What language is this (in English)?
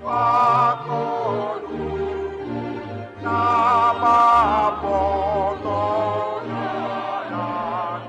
Batak Simalungun